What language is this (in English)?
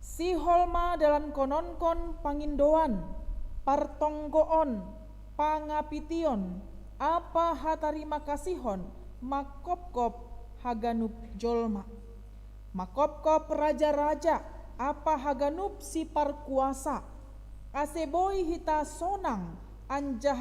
Batak Simalungun